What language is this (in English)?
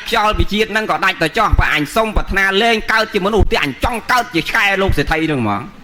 Khmer